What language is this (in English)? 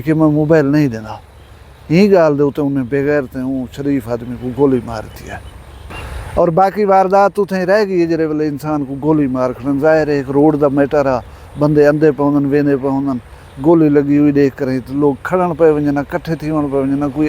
Saraiki